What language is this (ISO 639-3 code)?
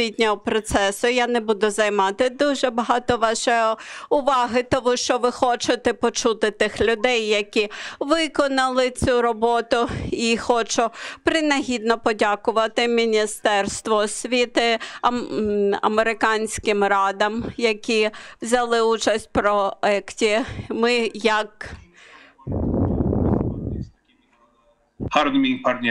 ukr